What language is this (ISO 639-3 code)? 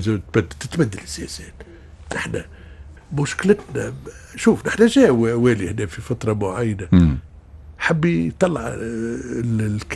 aeb